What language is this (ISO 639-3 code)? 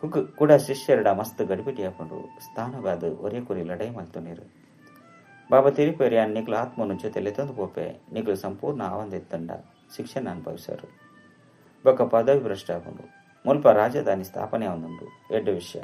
tcy